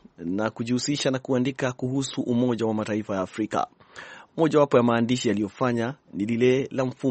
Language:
Swahili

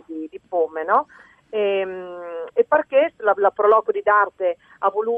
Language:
Friulian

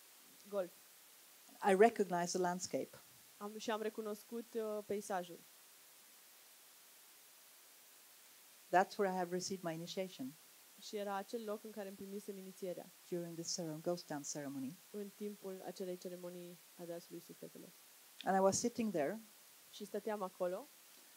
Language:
Romanian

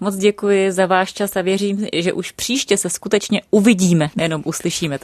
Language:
Czech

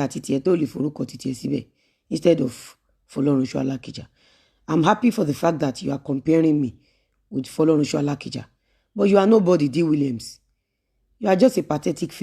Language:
Yoruba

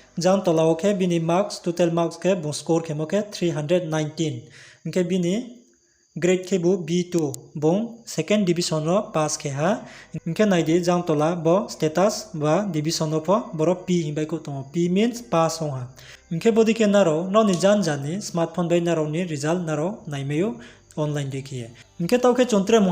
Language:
Riang (India)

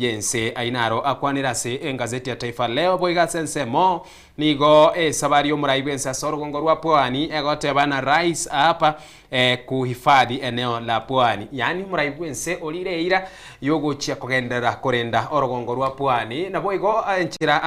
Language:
Gusii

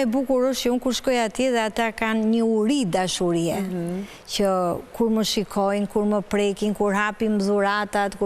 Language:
Albanian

